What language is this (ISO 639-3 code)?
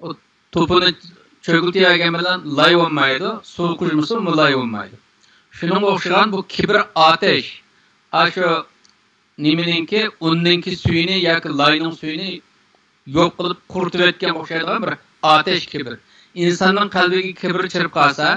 uig